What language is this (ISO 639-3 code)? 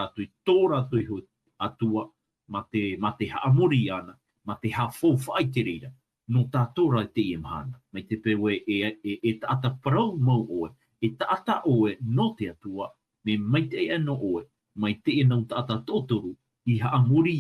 tah